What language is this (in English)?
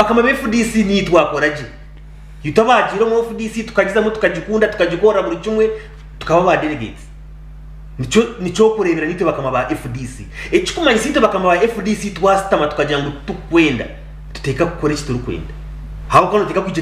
Nyankole